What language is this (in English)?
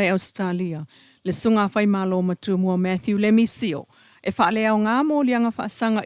Samoan